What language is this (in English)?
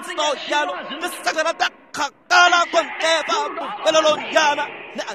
Tswana